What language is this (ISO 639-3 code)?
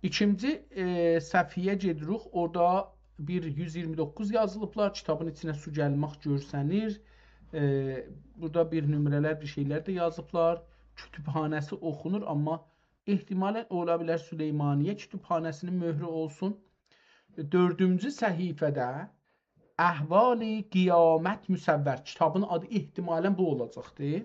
azb